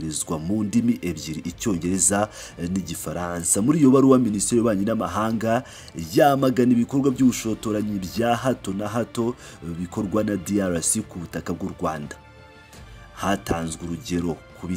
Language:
Kinyarwanda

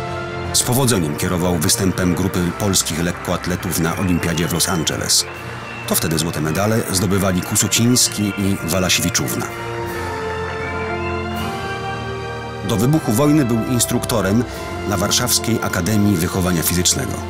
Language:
Polish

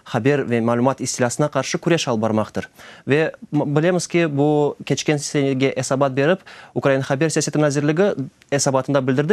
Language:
Crimean Tatar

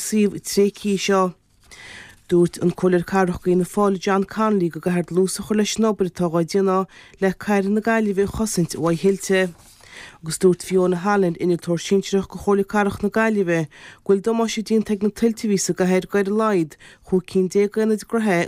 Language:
Irish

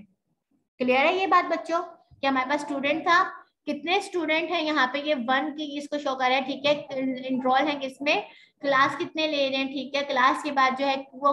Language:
Hindi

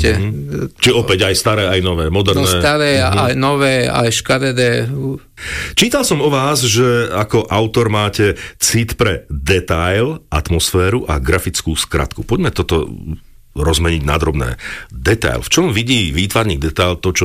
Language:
Slovak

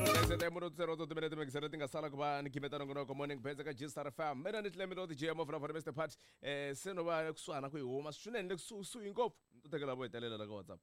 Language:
Tsonga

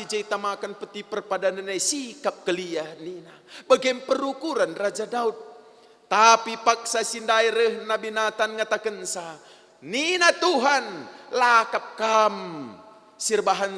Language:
Batak Karo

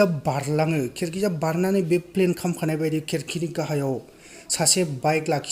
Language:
Bodo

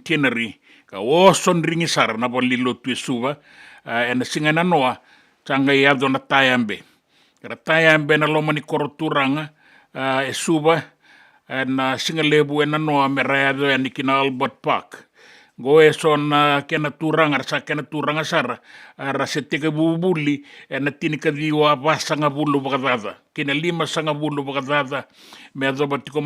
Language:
Fijian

